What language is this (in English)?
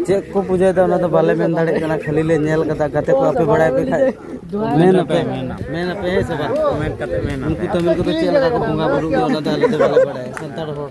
Santali